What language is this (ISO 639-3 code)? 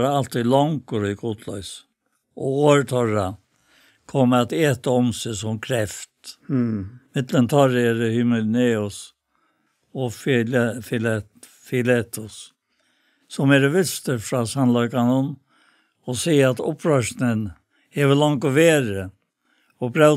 fao